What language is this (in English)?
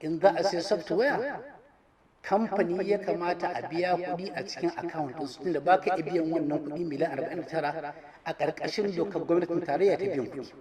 Hausa